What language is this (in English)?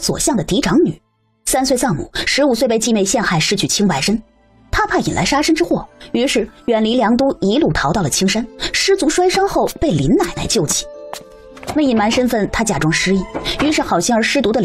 Chinese